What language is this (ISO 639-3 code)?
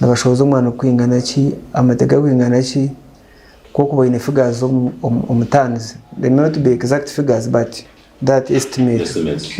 nyn